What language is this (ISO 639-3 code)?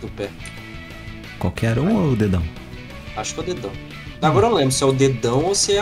por